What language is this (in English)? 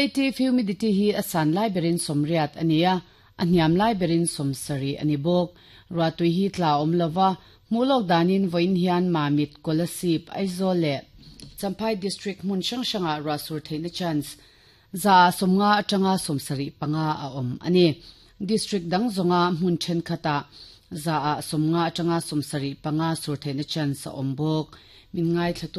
Mizo